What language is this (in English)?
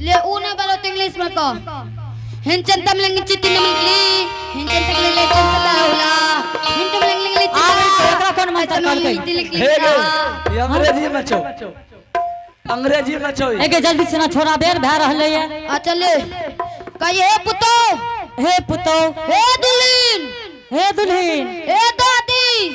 Angika